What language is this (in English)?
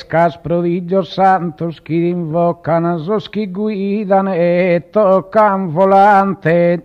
Sardinian